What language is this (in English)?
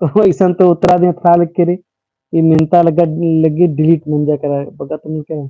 Kurukh